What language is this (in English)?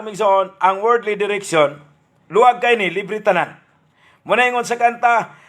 Cebuano